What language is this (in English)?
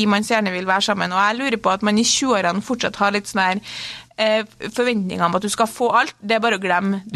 Norwegian